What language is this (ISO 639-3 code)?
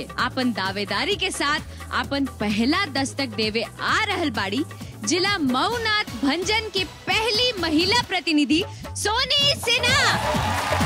bho